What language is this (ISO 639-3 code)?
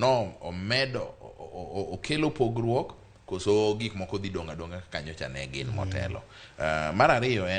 luo